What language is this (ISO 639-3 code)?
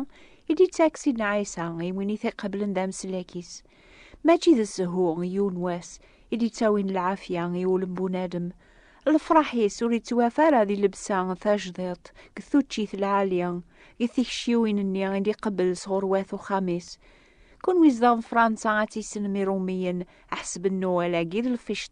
kab